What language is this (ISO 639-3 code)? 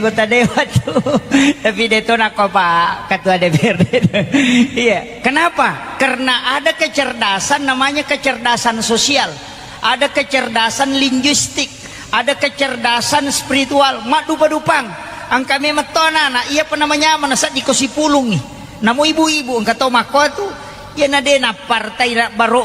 bug